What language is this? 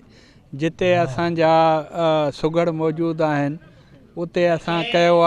Sindhi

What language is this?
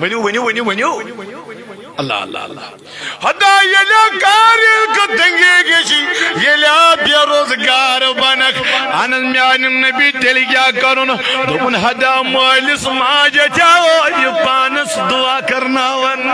Kashmiri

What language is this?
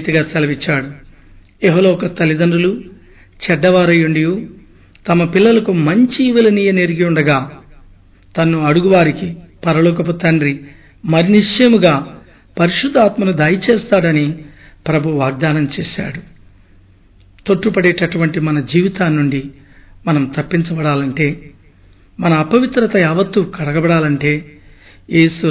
Telugu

